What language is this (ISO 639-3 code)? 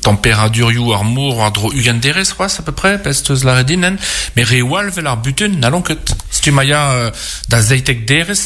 bre